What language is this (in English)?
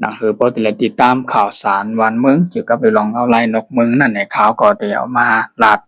Shan